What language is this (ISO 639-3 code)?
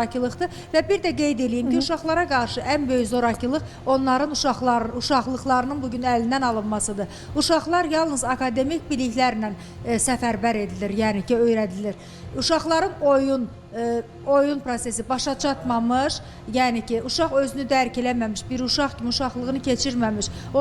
aze